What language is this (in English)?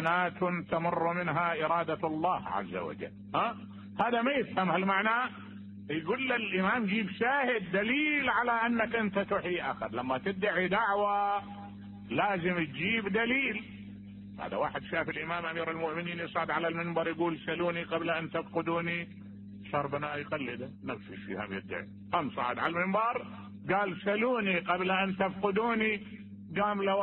Mesopotamian Arabic